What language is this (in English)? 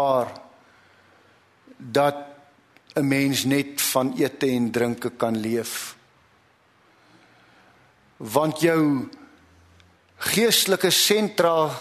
Afrikaans